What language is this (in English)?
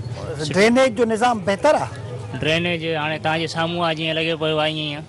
Sindhi